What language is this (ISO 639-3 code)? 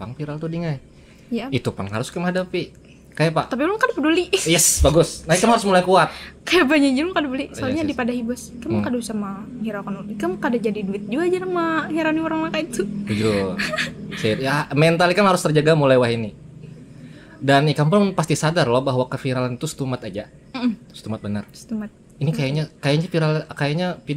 bjn